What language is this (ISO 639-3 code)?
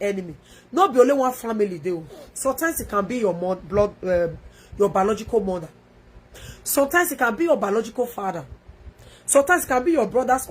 pcm